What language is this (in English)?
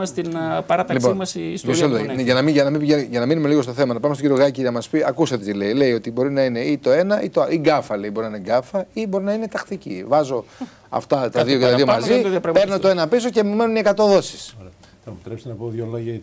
Greek